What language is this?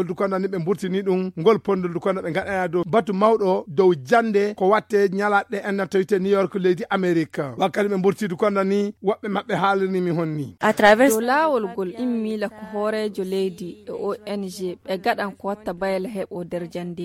Fula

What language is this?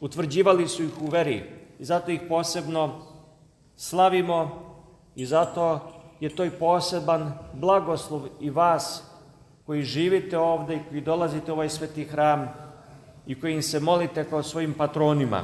Serbian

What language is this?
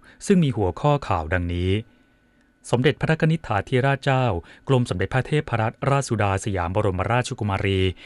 Thai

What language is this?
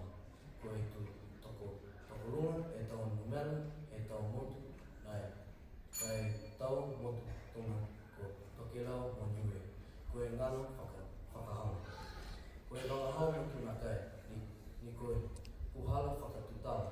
Niuean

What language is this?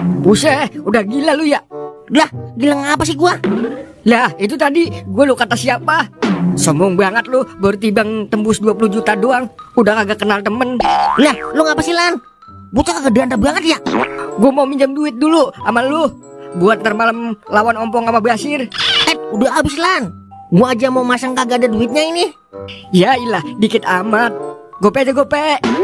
Betawi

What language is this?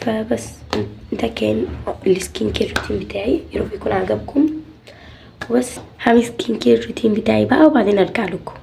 Egyptian Arabic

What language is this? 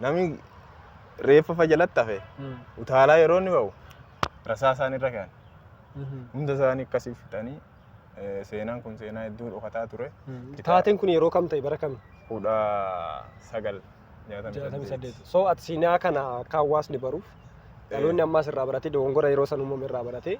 Oromo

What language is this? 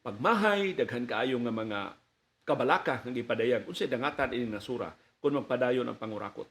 Cebuano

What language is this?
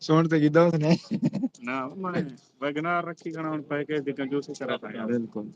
Saraiki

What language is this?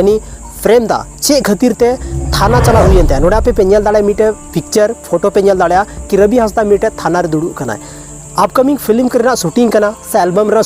Santali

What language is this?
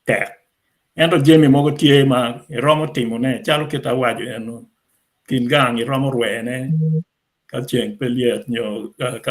Acoli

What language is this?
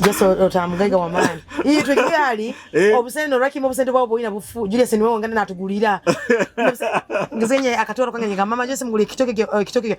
Nyoro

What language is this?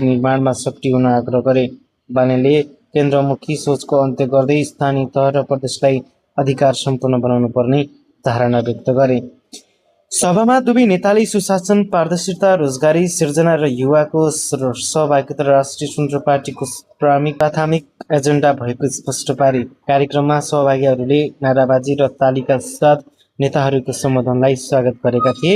Nepali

